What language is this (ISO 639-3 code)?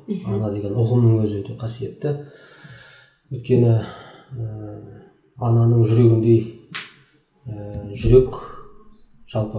kaz